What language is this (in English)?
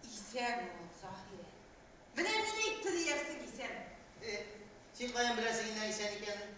Tatar